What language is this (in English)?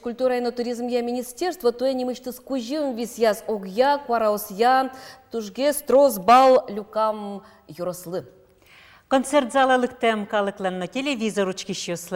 Udmurt